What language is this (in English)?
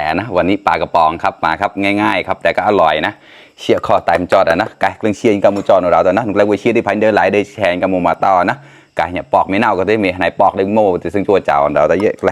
Mon